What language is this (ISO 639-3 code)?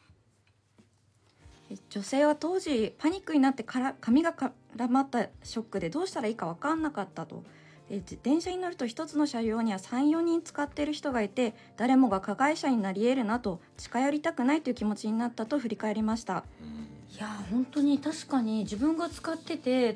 jpn